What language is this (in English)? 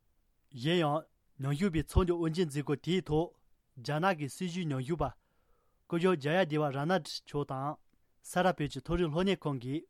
Tibetan